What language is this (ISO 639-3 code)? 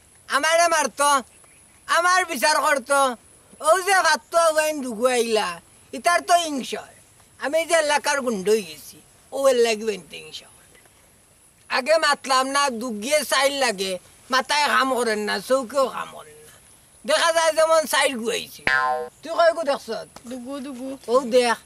syl